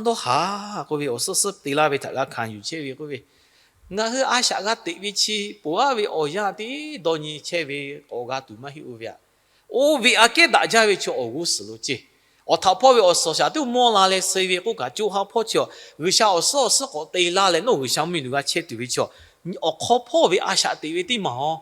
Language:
Lahu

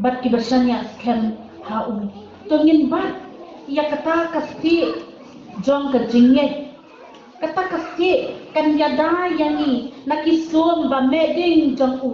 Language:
Khasi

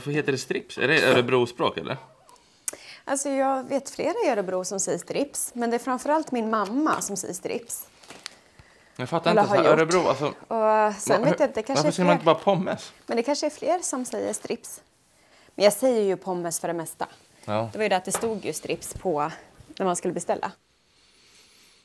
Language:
Swedish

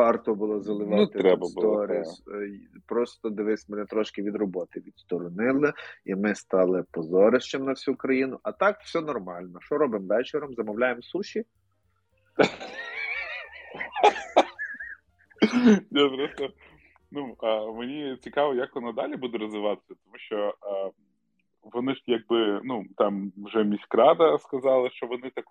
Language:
Ukrainian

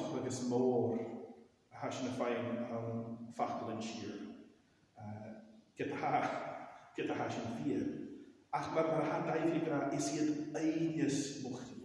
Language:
Scottish Gaelic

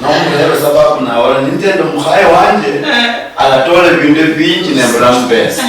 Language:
Luyia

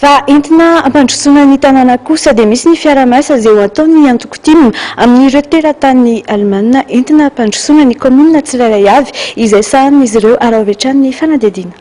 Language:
Malagasy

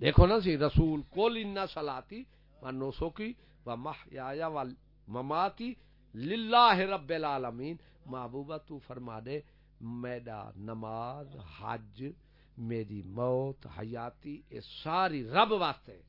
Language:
Saraiki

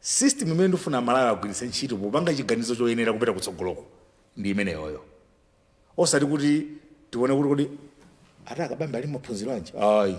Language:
Nyanja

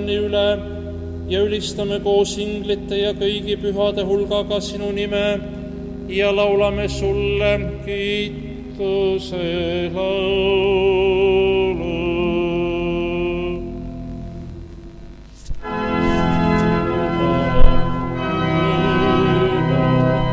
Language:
Estonian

